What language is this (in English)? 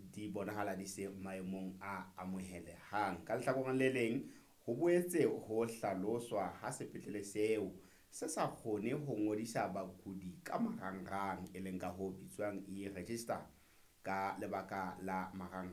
Southern Sotho